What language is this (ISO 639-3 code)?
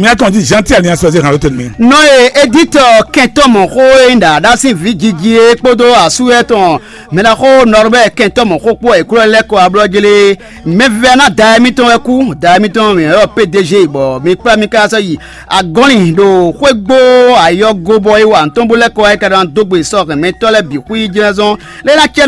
fon